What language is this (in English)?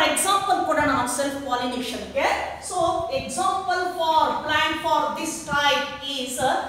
Kannada